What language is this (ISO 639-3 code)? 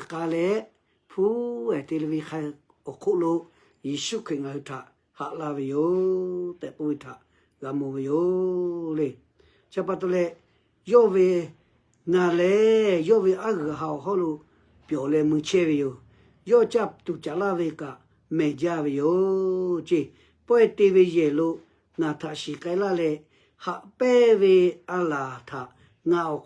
lhu